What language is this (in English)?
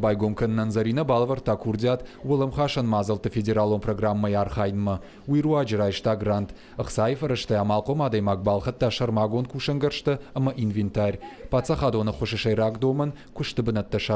Ossetic